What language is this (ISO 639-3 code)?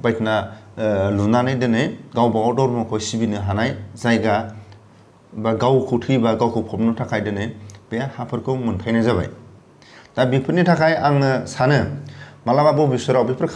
brx